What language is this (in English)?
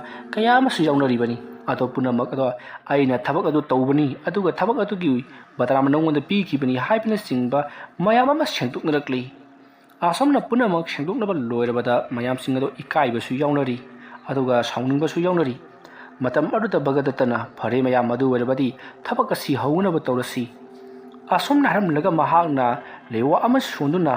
Manipuri